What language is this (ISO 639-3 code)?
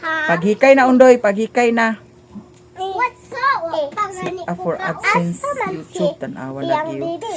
ceb